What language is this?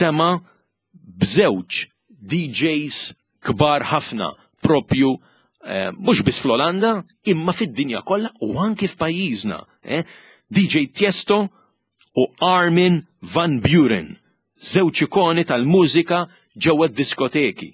Maltese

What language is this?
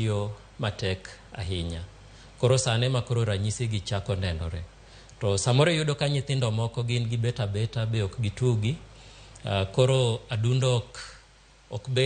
Luo (Kenya and Tanzania)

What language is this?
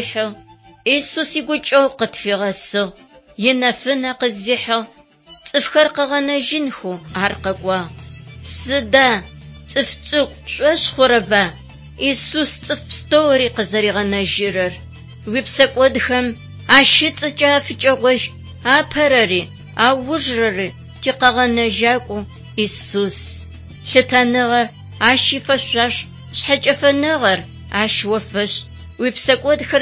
Adyghe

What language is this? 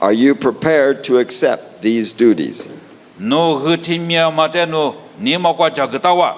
Lisu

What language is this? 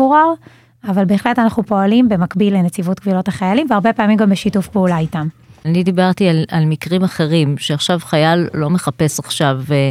Hebrew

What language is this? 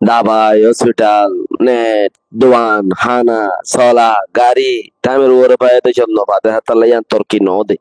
Rohingya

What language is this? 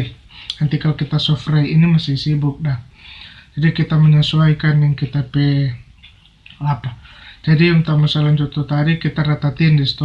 Manado Malay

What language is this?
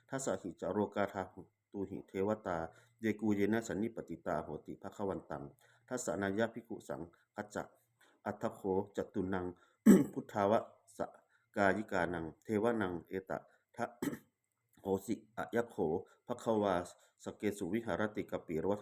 Pali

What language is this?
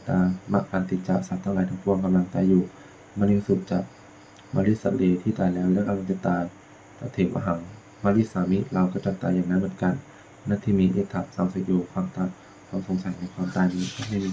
Pali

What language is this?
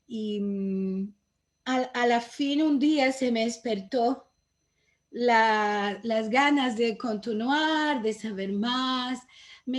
Ladino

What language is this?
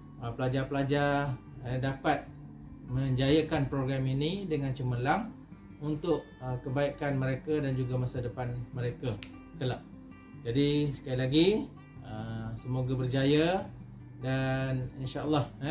Malay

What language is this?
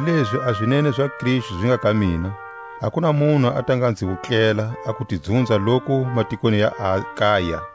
Tswa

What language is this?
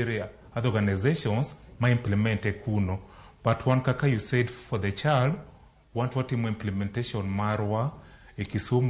Luo (Kenya and Tanzania)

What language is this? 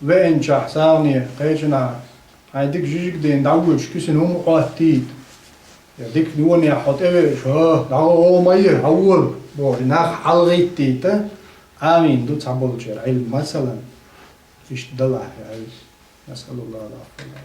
Chechen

